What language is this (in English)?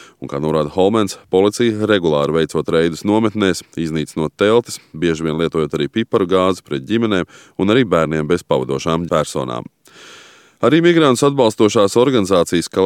Latvian